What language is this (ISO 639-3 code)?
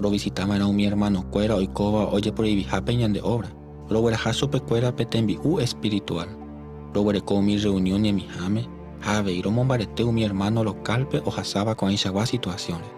grn